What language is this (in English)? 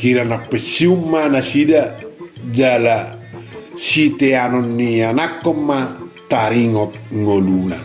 Batak Toba